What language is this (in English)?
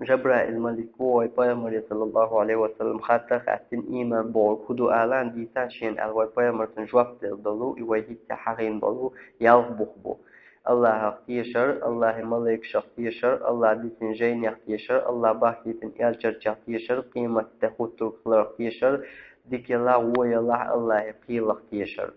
Chechen